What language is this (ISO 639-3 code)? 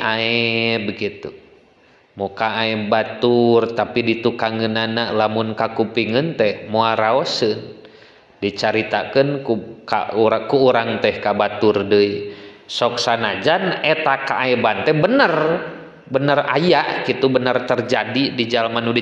sun